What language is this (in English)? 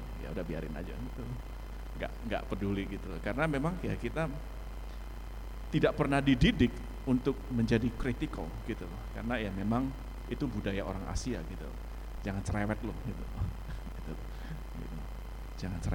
Indonesian